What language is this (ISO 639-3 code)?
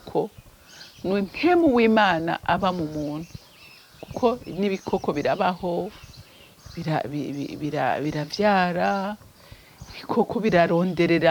run